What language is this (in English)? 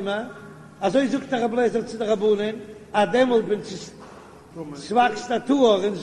Yiddish